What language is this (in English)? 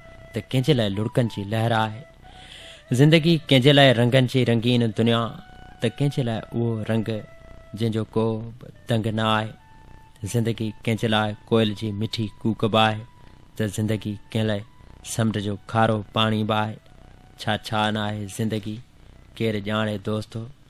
Sindhi